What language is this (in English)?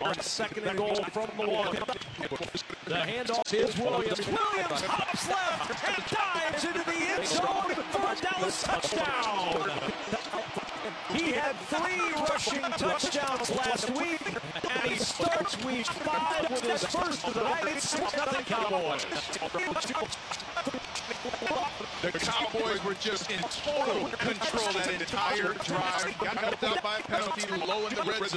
English